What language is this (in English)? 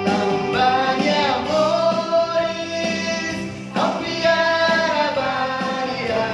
Tetum